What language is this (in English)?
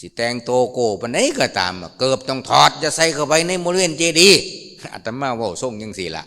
Lao